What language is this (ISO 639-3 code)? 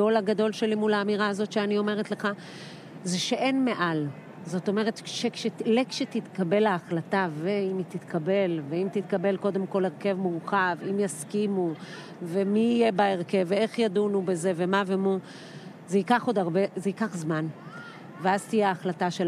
heb